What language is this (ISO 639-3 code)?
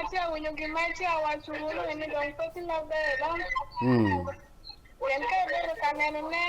ach